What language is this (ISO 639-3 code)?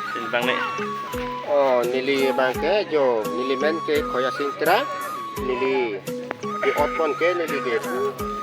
mjw